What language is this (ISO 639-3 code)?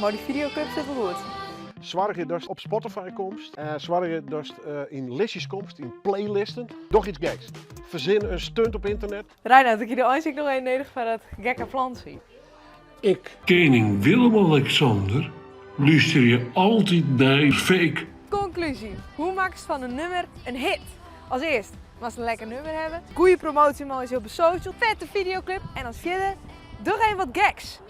fry